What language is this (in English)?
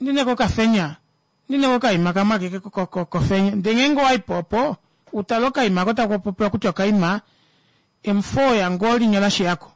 Kuanyama